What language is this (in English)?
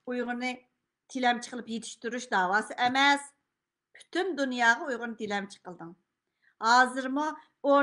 Uyghur